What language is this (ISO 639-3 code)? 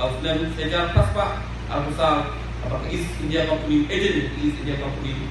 kha